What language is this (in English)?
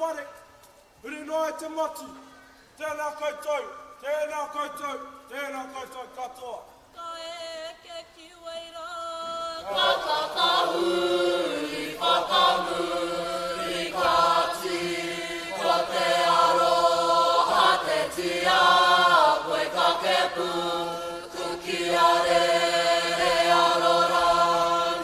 Māori